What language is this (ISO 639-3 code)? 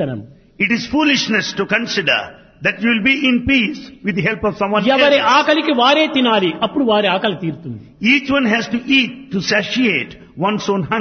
tel